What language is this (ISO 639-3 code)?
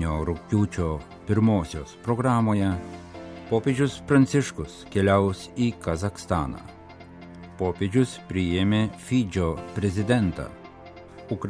lit